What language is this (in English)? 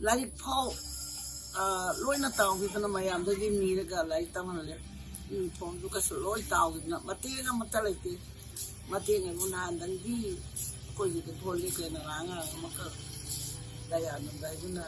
Manipuri